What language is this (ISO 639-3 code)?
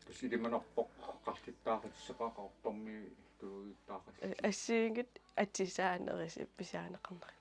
kal